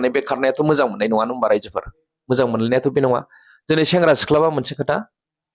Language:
Bodo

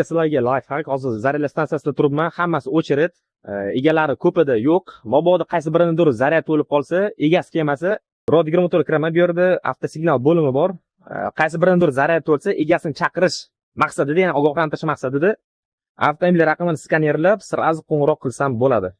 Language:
Uzbek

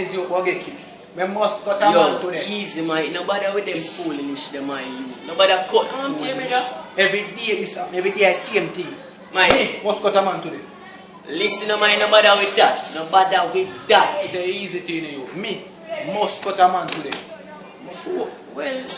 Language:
Jamaican Creole English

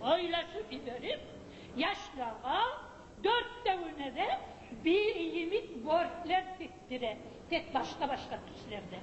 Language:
Kumyk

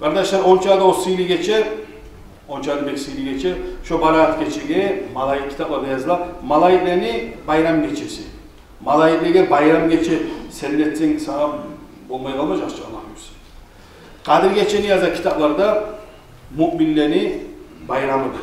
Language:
Kumyk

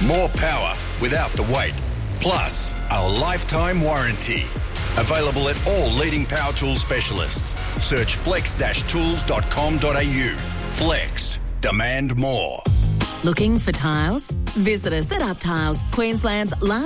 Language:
English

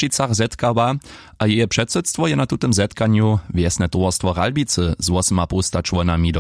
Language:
Upper Sorbian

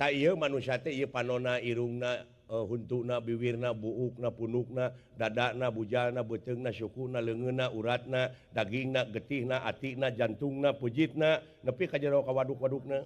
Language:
Sundanese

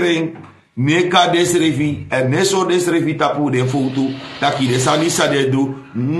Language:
Sranan Tongo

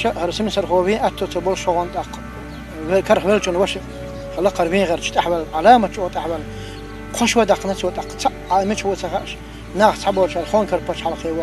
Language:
Chechen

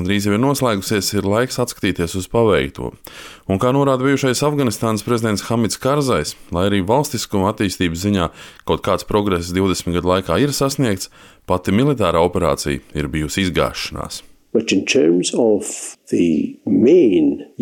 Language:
Latvian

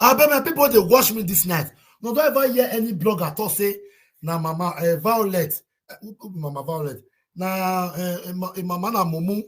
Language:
Nigerian Pidgin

